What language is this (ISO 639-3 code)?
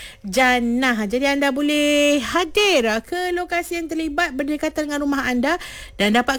msa